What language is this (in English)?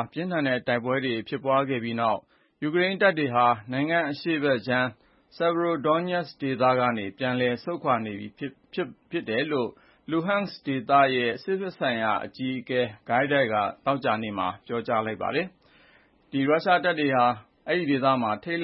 Burmese